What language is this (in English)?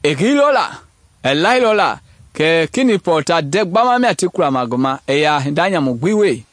Mende